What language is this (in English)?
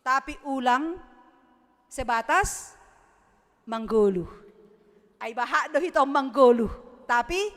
Batak Simalungun